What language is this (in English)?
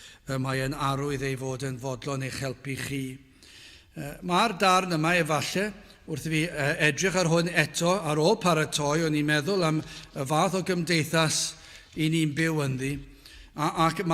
Welsh